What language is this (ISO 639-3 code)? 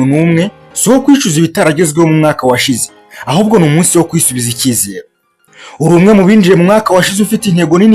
kin